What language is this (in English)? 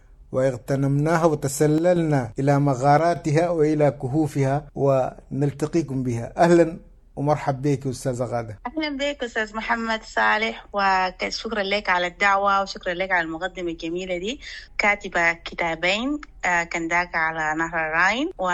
Sudanese Arabic